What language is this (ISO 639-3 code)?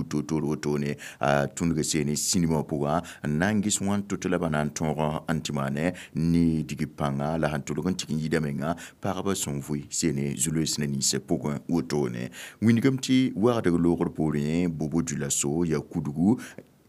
mos